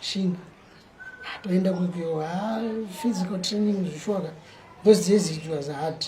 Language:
Shona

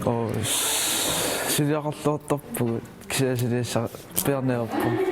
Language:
Kalaallisut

